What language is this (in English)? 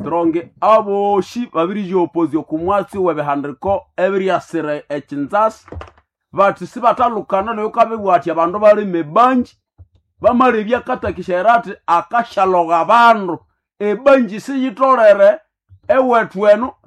Nande